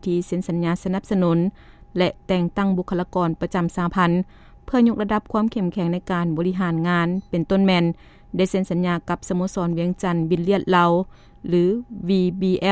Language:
Lao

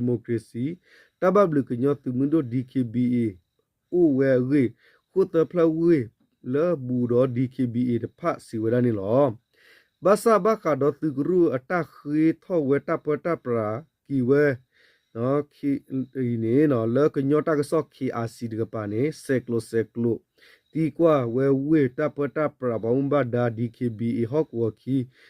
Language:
S'gaw Karen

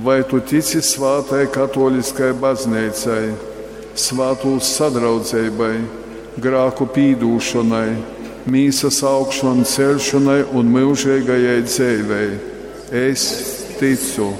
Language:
Latgalian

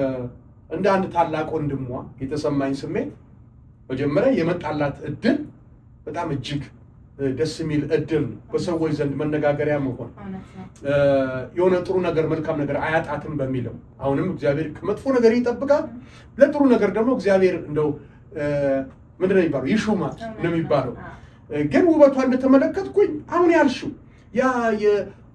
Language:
Amharic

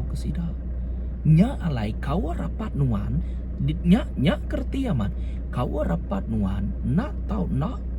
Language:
Iban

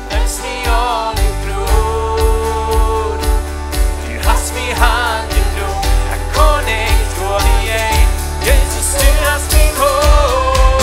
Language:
Plautdietsch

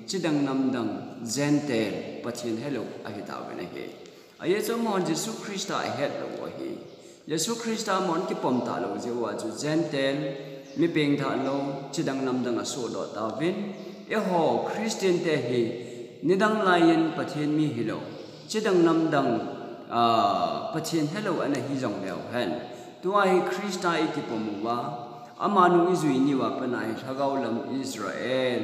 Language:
Thado Chin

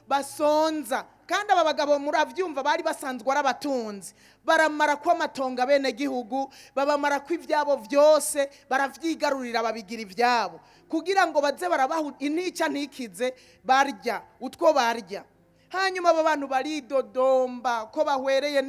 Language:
Rundi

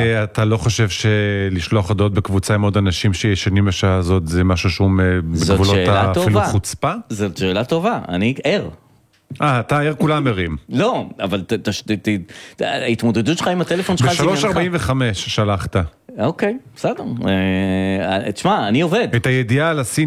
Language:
Hebrew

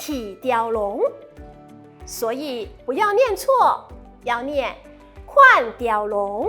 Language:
Hakka Chinese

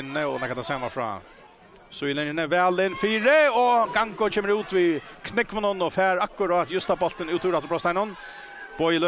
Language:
Faroese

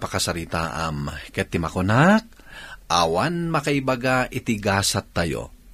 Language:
Iloko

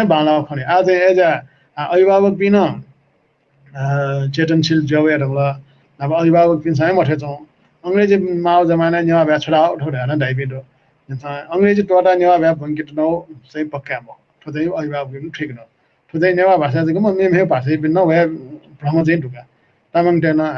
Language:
Newari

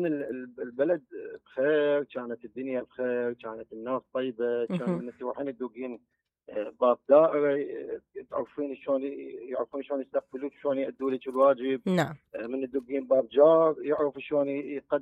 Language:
Mesopotamian Arabic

